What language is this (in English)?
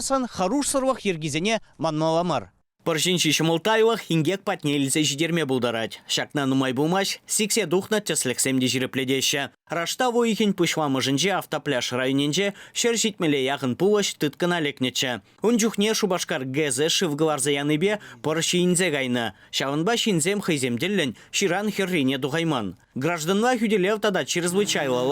Chuvash